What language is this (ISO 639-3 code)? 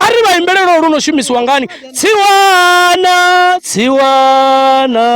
ven